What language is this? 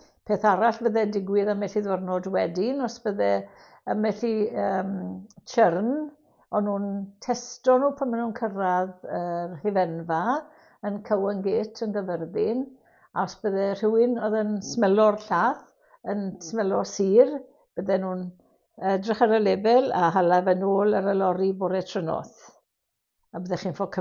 Welsh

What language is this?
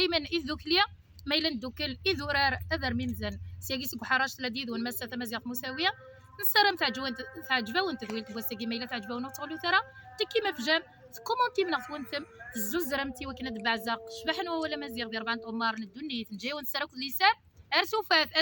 Kabyle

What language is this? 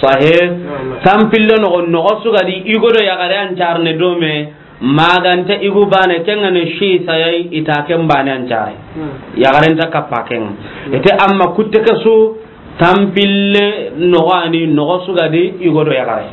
Soninke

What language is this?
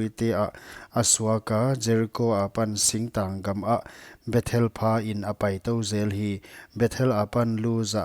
Paite Chin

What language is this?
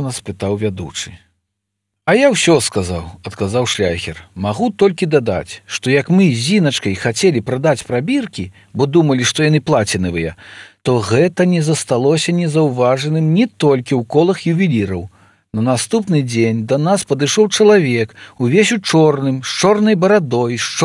Belarusian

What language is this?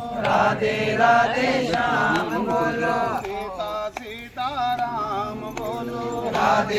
Dogri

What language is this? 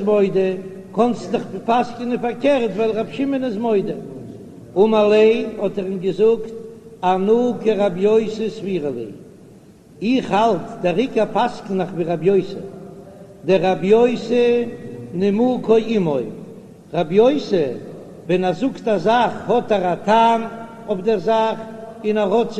Yiddish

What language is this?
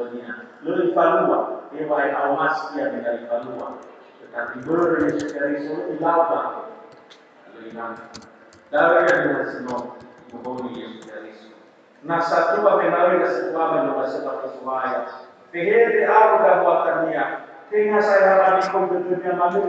Nias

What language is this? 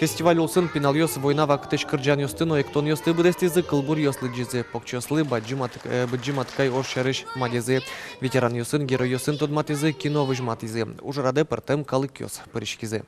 Udmurt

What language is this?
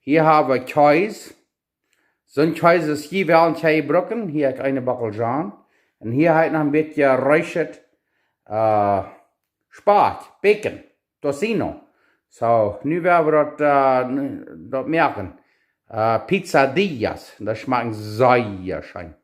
Plautdietsch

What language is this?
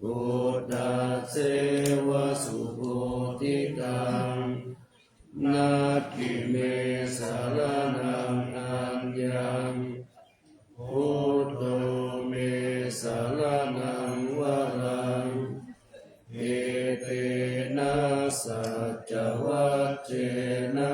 Pali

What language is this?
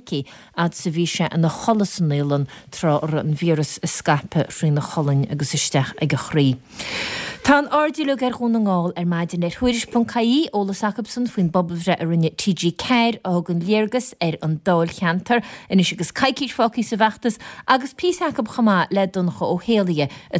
Irish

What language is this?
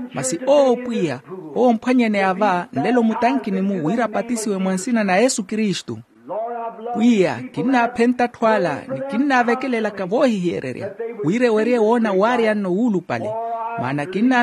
Makhuwa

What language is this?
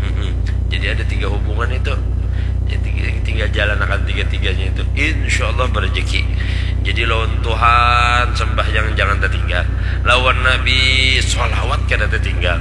Banjar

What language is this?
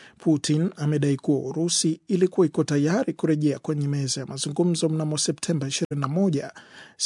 Swahili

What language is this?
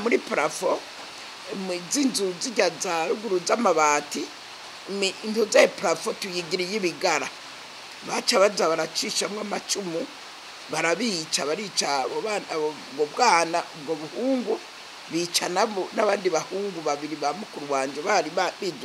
Rundi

